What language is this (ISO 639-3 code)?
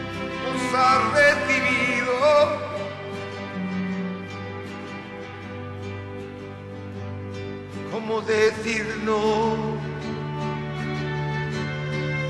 est